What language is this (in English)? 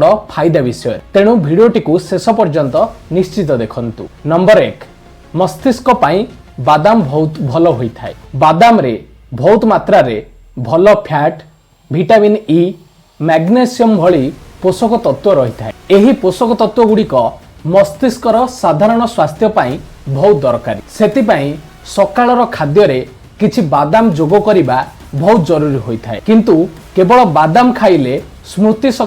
Odia